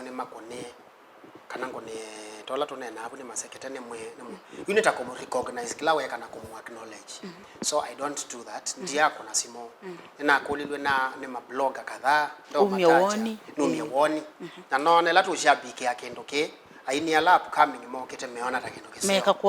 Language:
Kamba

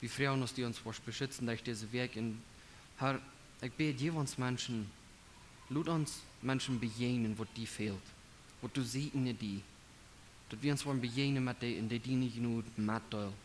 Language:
Plautdietsch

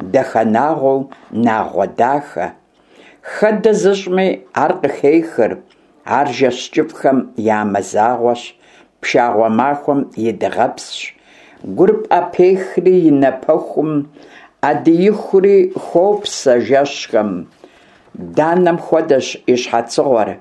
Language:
Kabardian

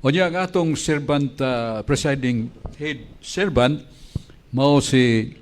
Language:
Cebuano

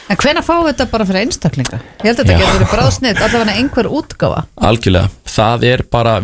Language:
Icelandic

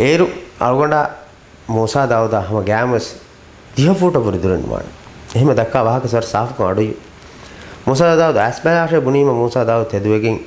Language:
Divehi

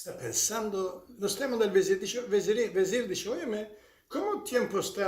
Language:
Ladino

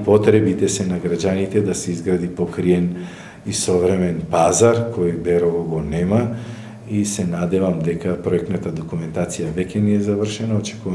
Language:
Macedonian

